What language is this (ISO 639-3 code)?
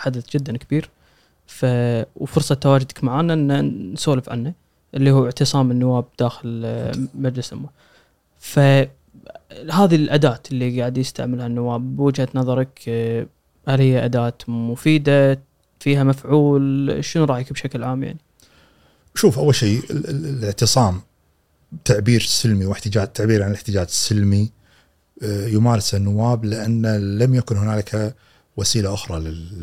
afb